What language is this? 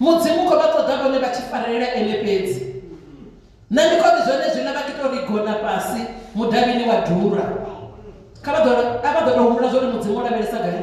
Venda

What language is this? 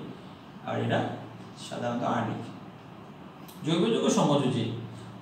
Bangla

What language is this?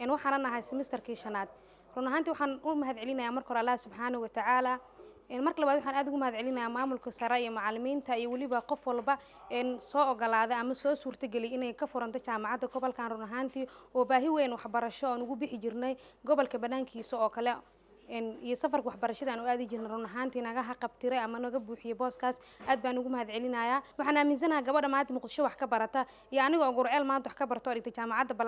Somali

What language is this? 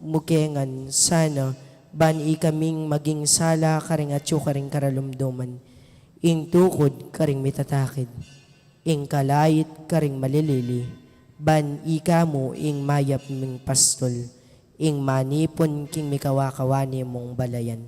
Pampanga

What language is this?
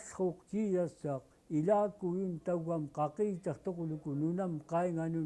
Central Yupik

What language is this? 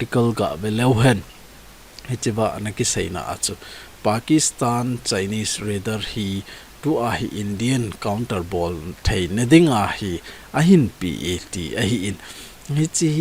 Thado Chin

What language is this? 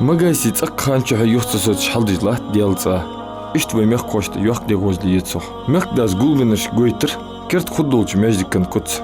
Ingush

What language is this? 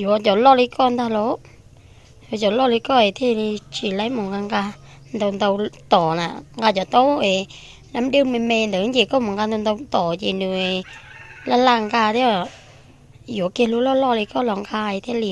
Hmong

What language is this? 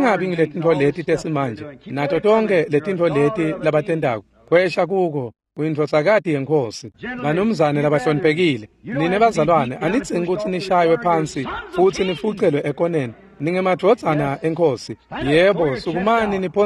Swati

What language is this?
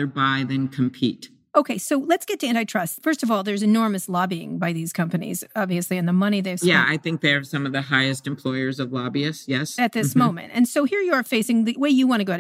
English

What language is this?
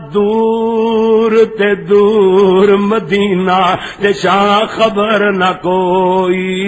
Western Panjabi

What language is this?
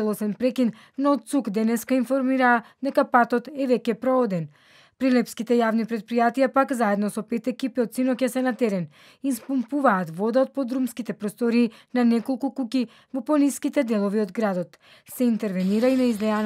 Macedonian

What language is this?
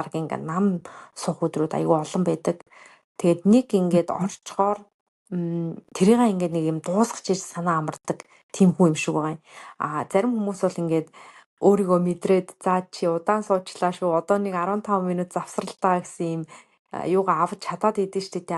Mongolian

